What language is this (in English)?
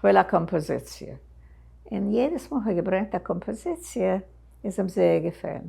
Yiddish